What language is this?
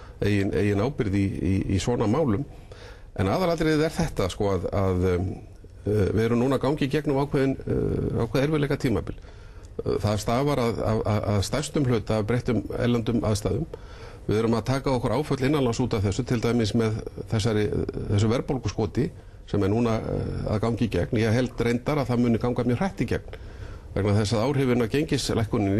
Icelandic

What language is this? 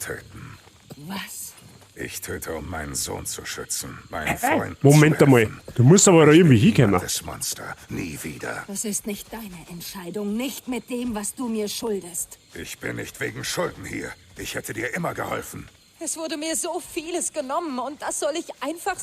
Bavarian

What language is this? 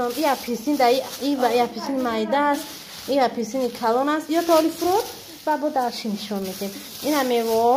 Tajik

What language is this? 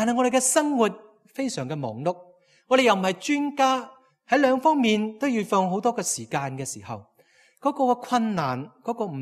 Cantonese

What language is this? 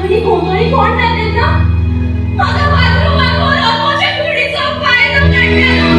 Konkani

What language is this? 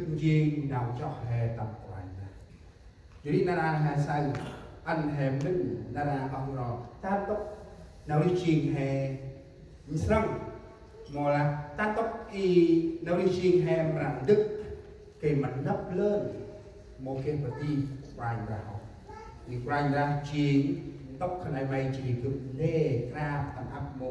Central Mnong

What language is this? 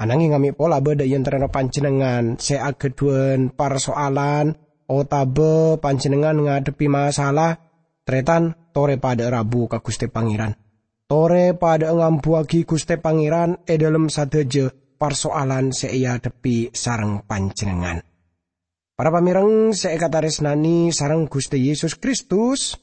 Madurese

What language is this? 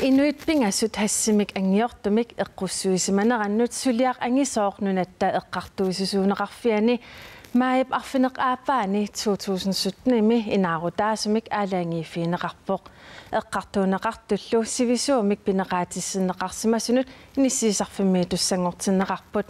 Kalaallisut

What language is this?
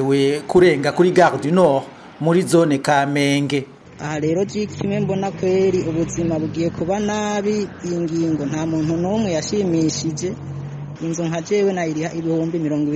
Rundi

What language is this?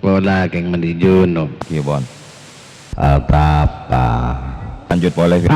Madurese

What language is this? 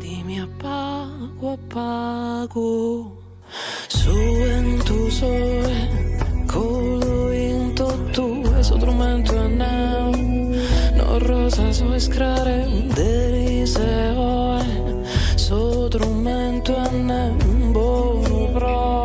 Sardinian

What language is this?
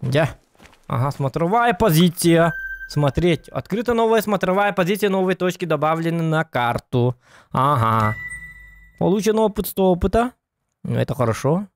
Yakut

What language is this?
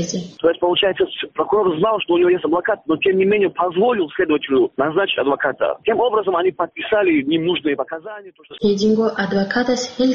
Avaric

